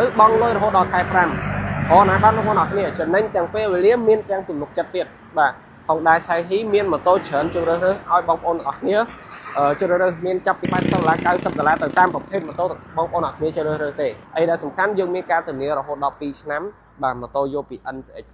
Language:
Khmer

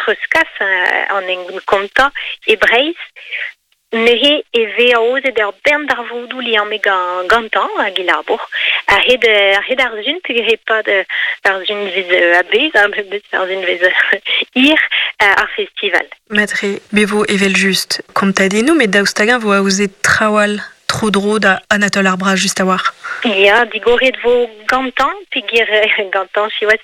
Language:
Breton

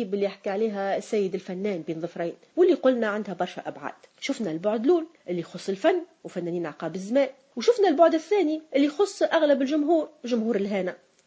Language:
Tunisian Arabic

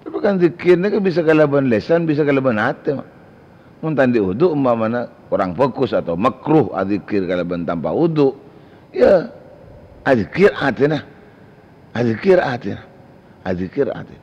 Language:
Madurese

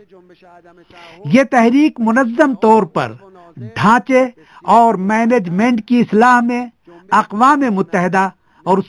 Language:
Urdu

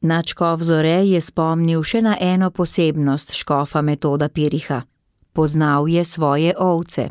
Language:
Slovenian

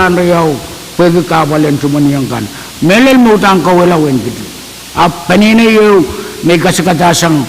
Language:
Pohnpeian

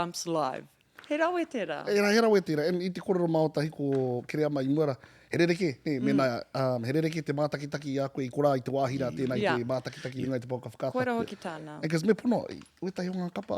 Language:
Māori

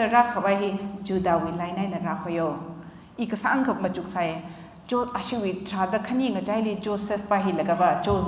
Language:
Tangkhul Naga (India)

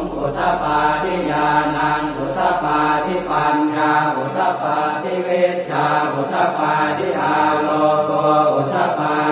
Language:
Pali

